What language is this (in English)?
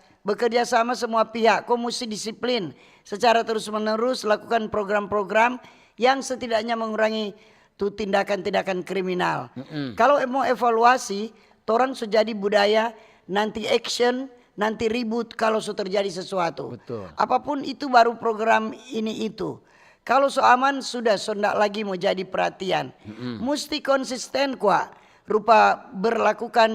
Manado Malay